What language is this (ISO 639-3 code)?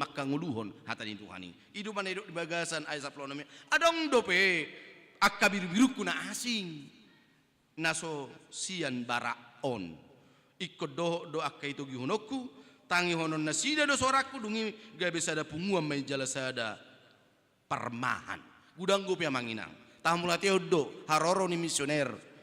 bbc